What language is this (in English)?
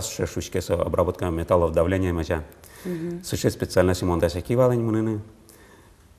Udmurt